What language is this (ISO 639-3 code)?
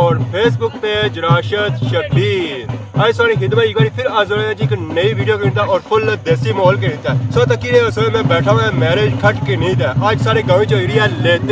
phr